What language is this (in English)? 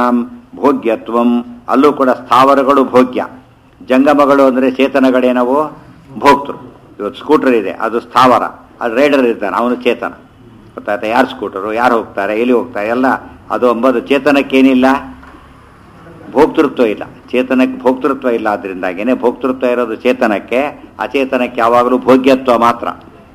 Kannada